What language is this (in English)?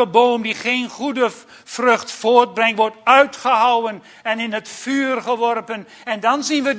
Dutch